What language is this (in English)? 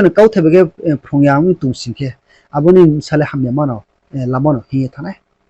Riang (India)